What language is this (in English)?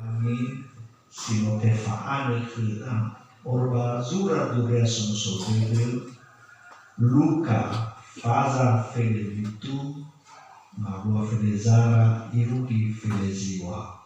Nias